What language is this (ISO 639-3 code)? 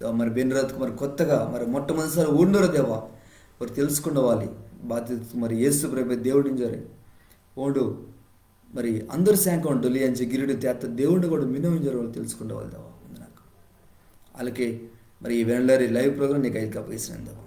kff